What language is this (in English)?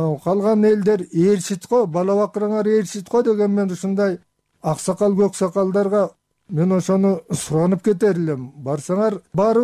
Kyrgyz